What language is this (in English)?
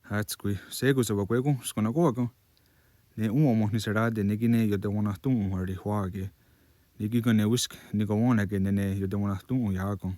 Mohawk